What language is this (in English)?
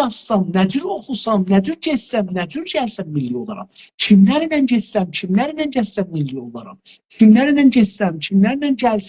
South Azerbaijani